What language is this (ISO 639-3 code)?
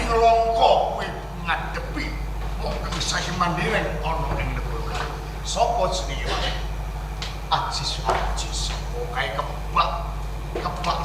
jav